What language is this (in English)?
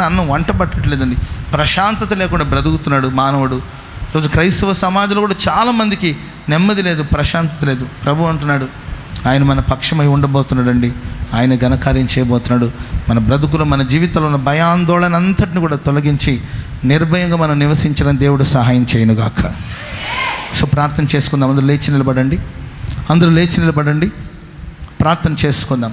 Telugu